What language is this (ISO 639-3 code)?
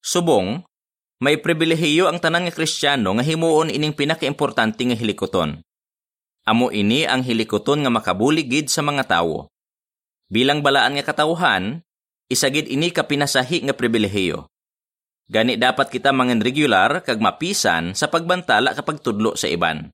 hil